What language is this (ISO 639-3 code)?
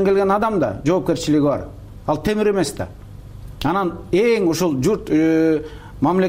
kir